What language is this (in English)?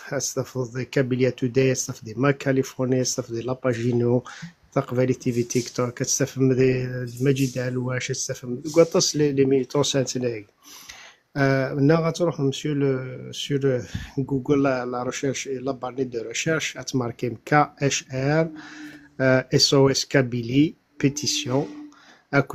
Kabyle